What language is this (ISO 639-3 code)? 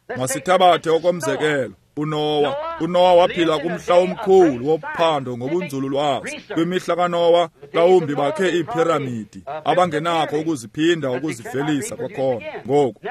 xho